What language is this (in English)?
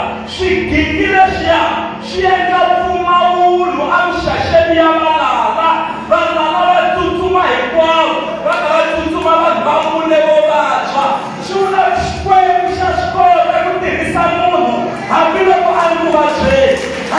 Tsonga